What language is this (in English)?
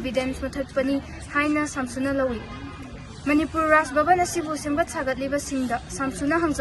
Manipuri